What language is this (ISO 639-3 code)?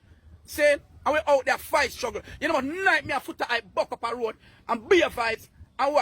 jam